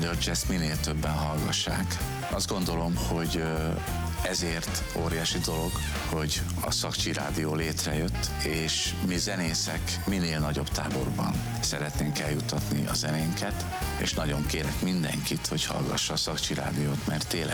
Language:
Hungarian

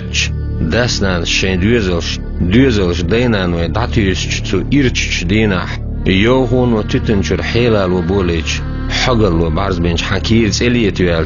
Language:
Chechen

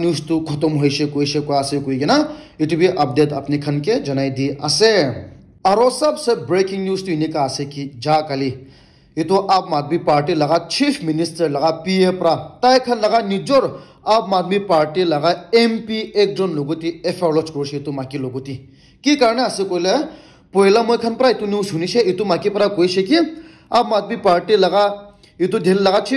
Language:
Naga Pidgin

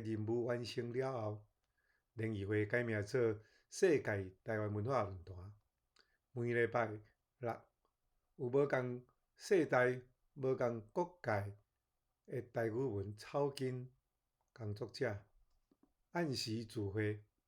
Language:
Min Nan Chinese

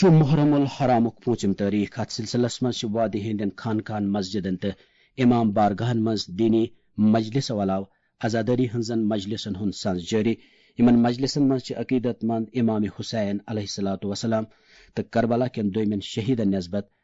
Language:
Kashmiri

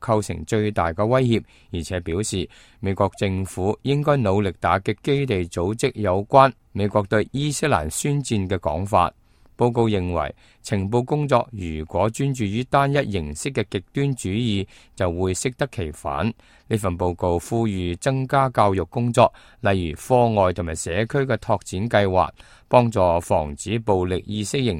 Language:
Cantonese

